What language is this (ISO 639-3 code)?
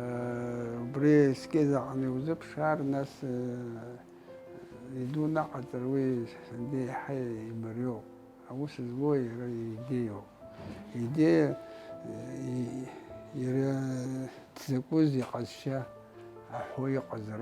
abk